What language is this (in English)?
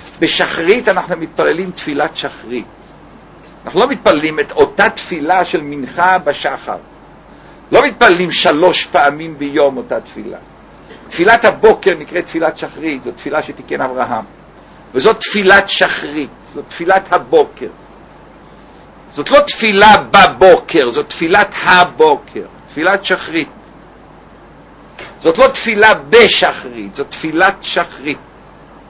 Hebrew